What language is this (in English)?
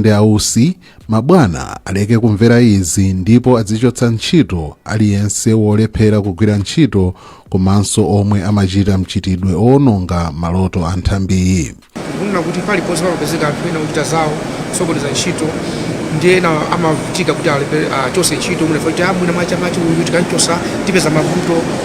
Nyanja